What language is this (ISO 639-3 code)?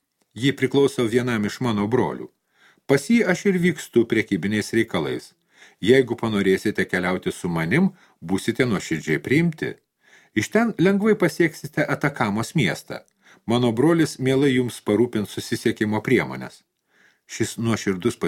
lit